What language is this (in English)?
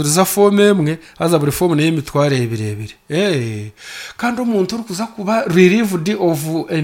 Nyankole